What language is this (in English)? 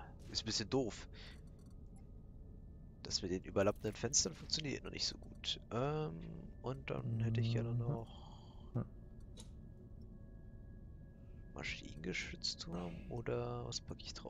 German